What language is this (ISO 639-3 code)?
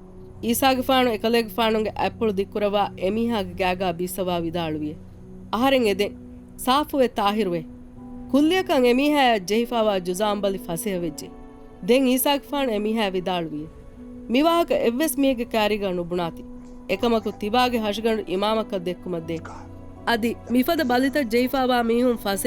div